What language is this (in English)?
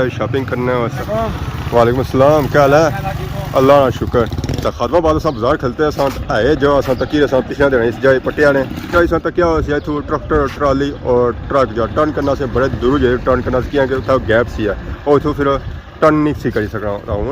Pahari-Potwari